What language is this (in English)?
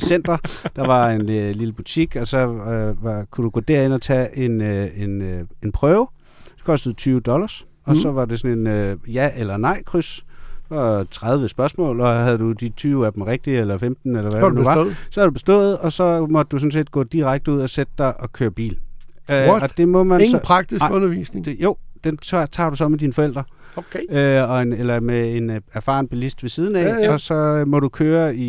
Danish